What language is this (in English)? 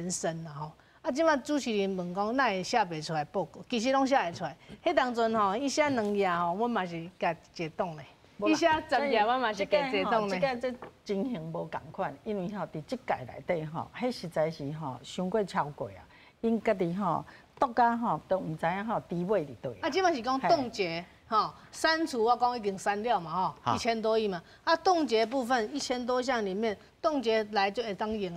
Min Nan Chinese